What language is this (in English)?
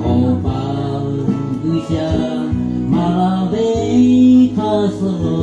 Lahu